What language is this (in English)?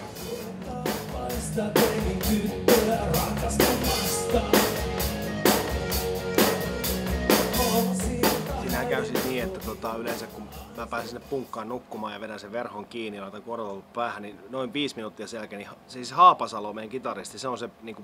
Finnish